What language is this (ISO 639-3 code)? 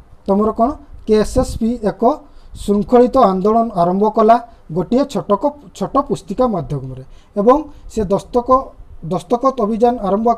ori